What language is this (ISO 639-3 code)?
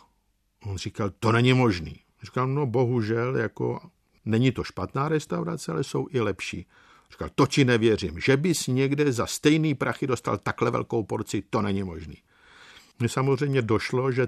ces